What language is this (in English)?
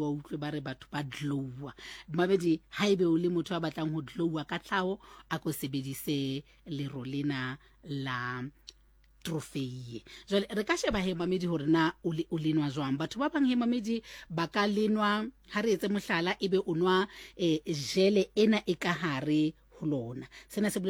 Southern Sotho